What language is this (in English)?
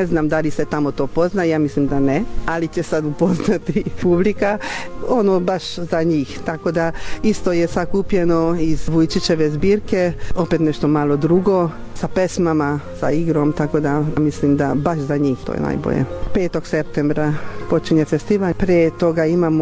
Serbian